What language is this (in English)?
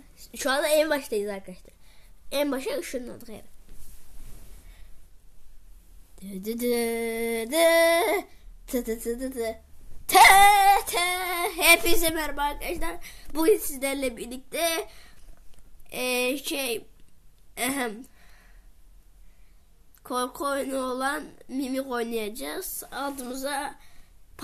Turkish